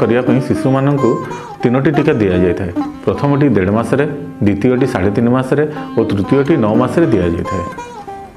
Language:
Odia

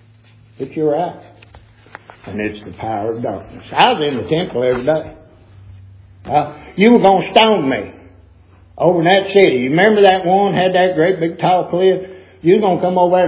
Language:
English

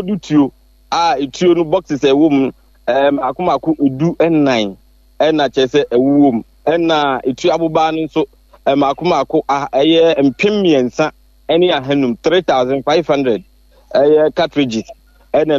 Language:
Akan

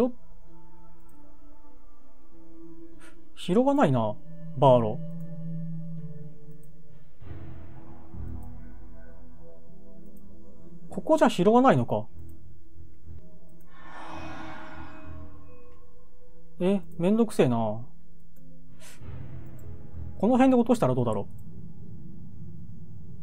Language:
Japanese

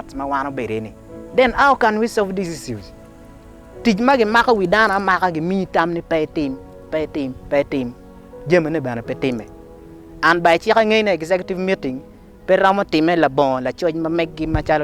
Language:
Acoli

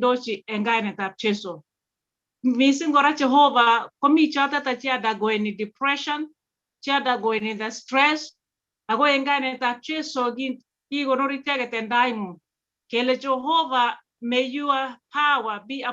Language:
Kalenjin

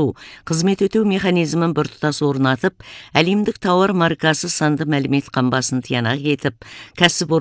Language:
Kazakh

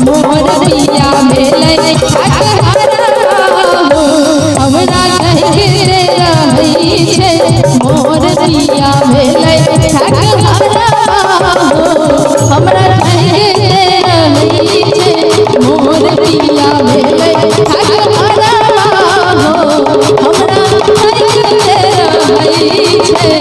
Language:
Maithili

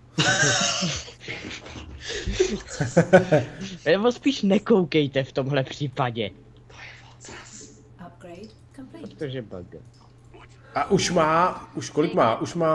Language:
Czech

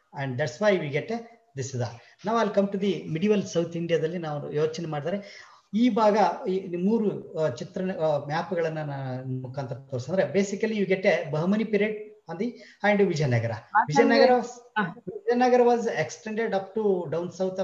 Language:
Kannada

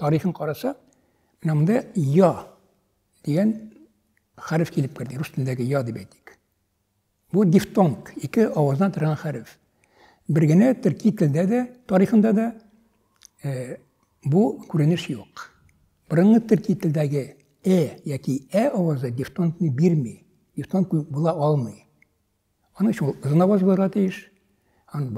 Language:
Tatar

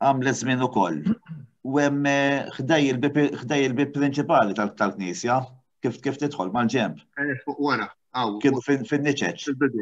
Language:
Maltese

